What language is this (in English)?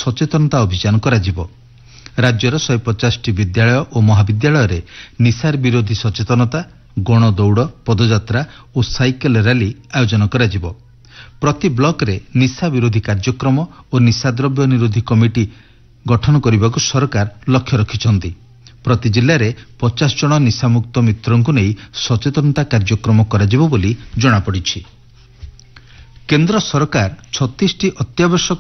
Odia